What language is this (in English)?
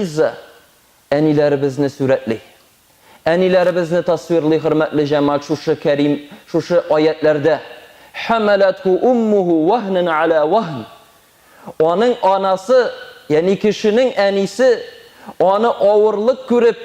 Tatar